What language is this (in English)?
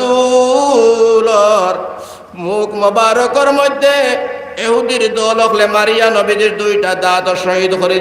Sylheti